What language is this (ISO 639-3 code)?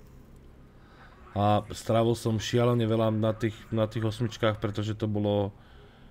slk